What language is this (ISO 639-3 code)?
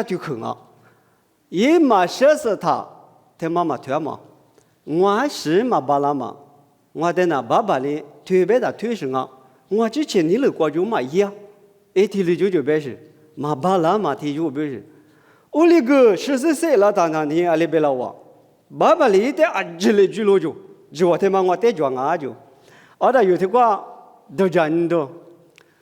lis